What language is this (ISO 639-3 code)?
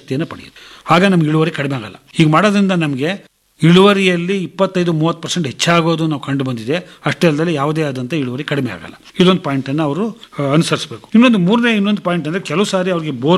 kan